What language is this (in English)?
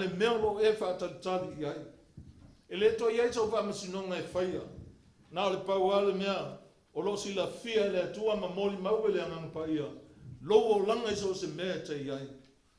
Samoan